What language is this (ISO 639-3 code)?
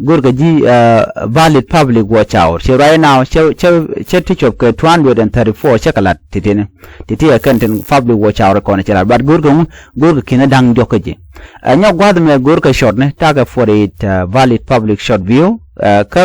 nus